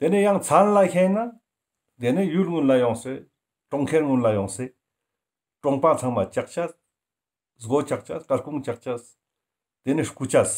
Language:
Ladakhi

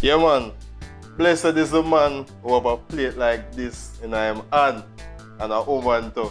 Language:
Jamaican Creole English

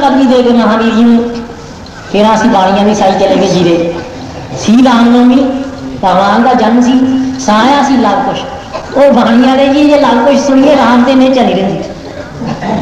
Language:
Punjabi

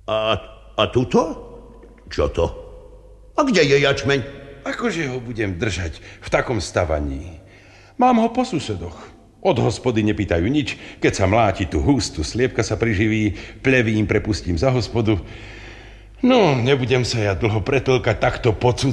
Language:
Slovak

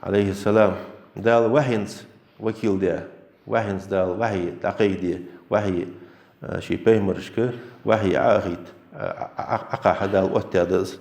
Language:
Ingush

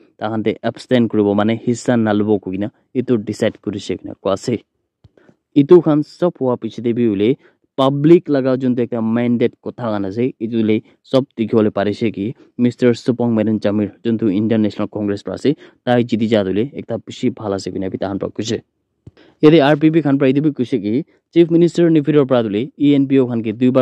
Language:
Naga Pidgin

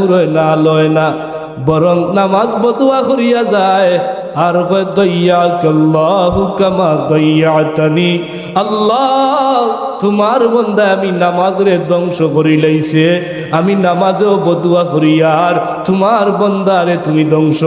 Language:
Sylheti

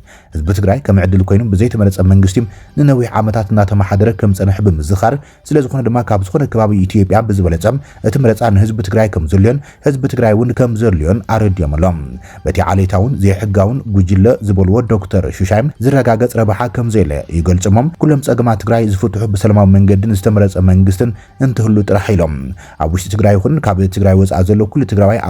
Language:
Tigrinya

